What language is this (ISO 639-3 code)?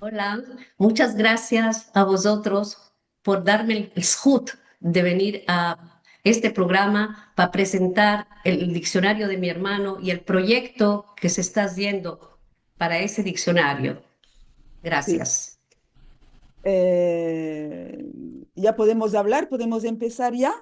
lad